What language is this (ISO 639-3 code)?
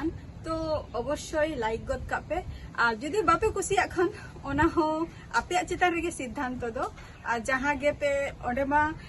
sat